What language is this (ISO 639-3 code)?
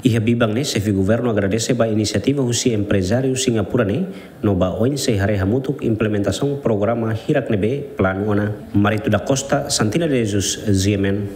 tet